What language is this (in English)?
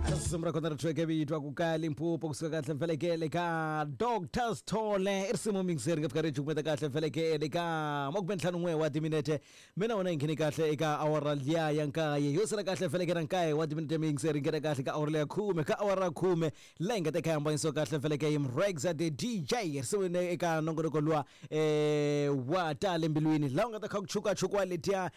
Tsonga